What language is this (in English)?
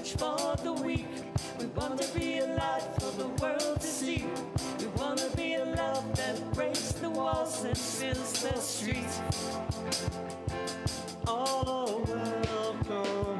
English